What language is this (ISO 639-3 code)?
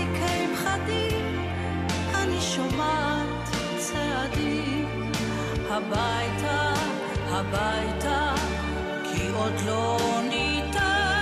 heb